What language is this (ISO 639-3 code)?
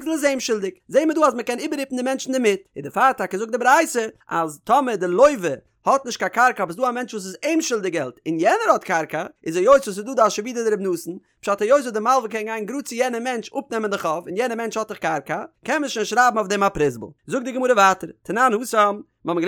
yid